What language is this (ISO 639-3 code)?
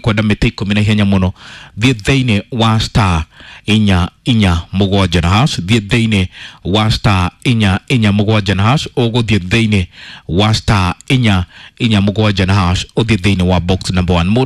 kik